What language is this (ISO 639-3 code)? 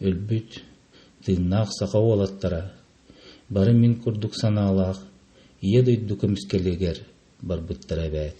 sah